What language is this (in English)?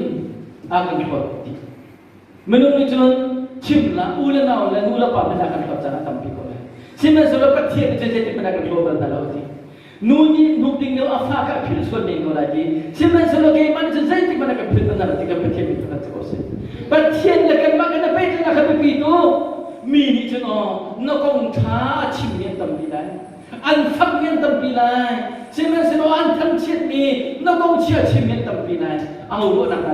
Hakha Chin